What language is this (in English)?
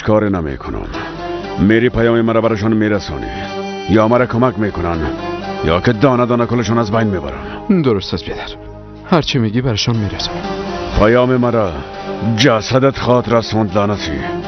Tajik